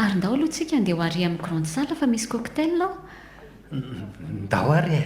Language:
Malagasy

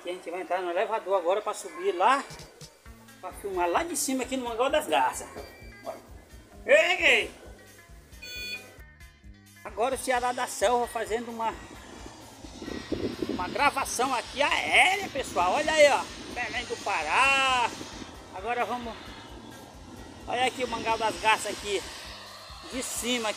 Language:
Portuguese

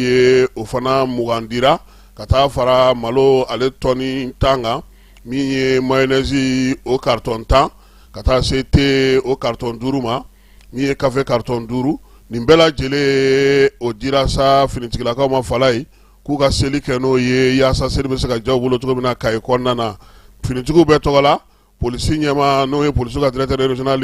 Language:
Bambara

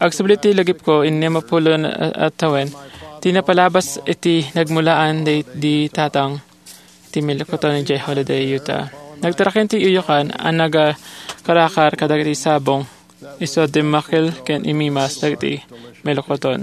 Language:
Iloko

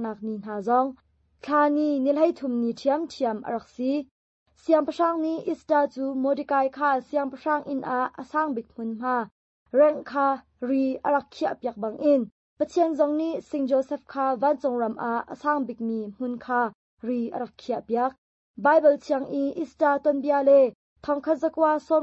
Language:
Hakha Chin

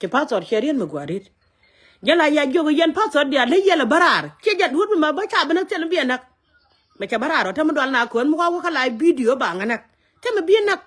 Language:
Nuer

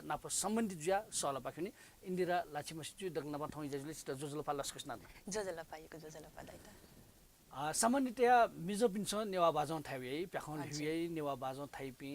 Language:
Newari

